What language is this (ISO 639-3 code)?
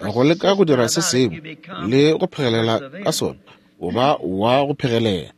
nso